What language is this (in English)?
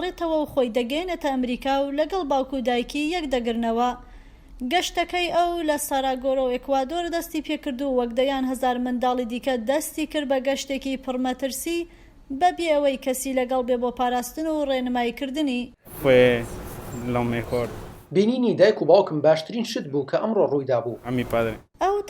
Central Kurdish